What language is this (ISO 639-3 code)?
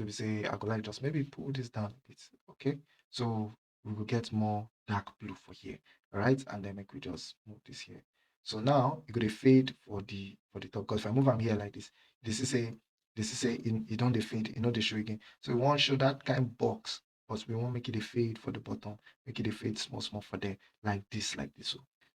pcm